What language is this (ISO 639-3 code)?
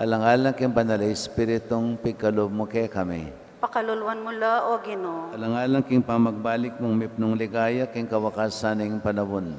pam